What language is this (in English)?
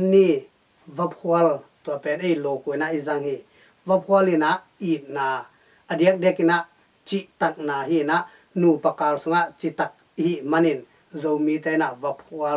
Tedim Chin